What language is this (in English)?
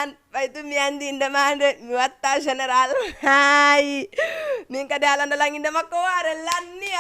Fula